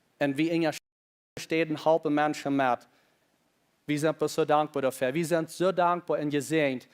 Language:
Plautdietsch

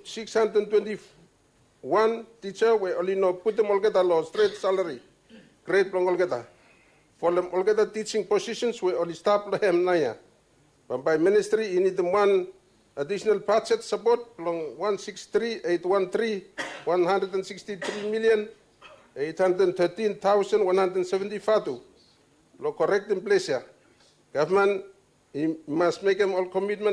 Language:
Bislama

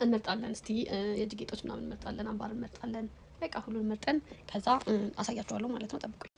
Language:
Amharic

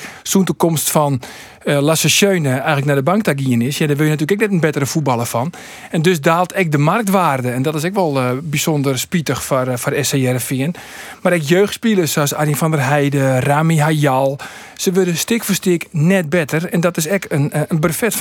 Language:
Western Frisian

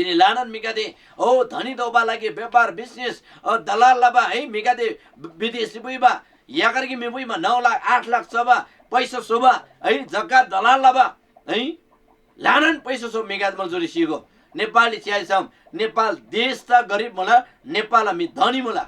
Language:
Eastern Tamang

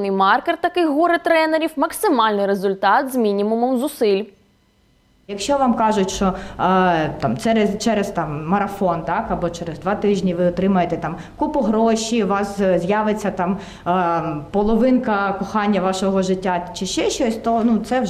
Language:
Ukrainian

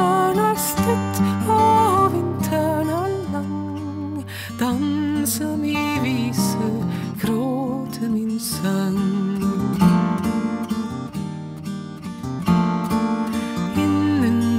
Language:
Norwegian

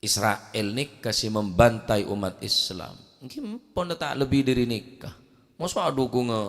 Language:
Madurese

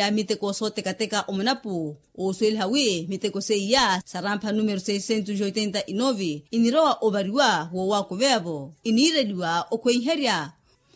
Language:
Makhuwa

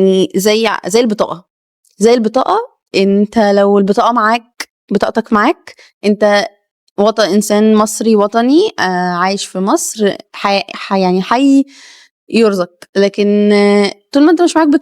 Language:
Egyptian Arabic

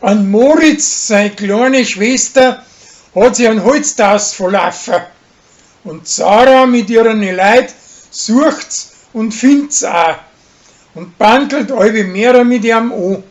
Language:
Bavarian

